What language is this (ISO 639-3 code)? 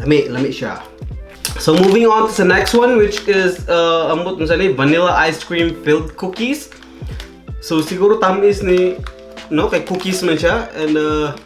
ceb